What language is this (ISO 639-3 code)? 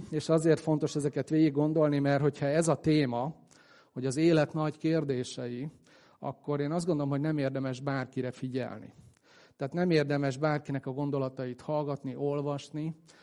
hun